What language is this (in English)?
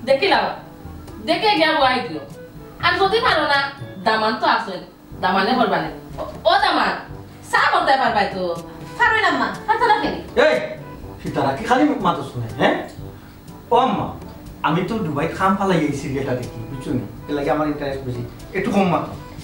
Sylheti